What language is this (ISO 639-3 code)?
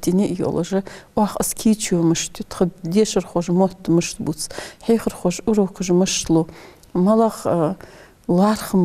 inh